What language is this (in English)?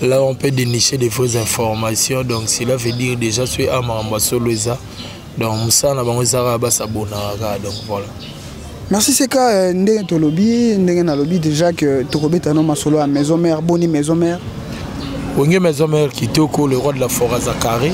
Lingala